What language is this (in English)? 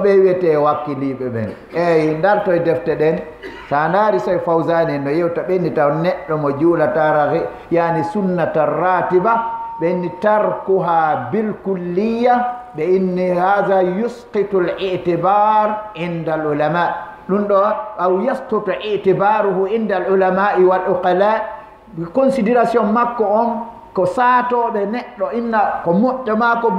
Fula